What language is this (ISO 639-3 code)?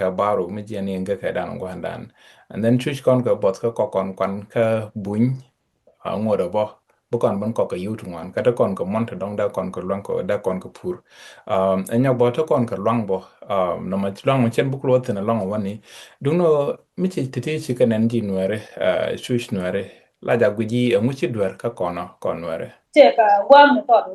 nus